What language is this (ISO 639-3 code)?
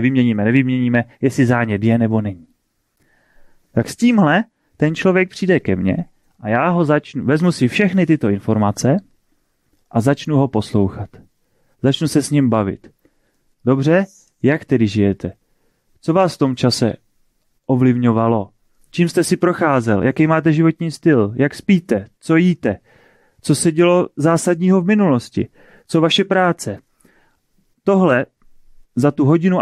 ces